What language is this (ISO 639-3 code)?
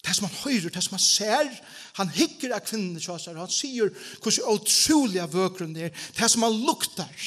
fao